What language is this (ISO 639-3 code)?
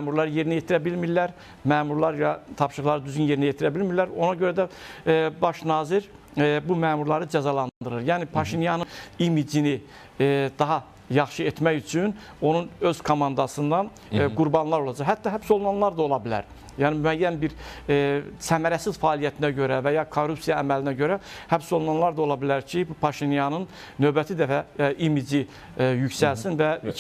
aze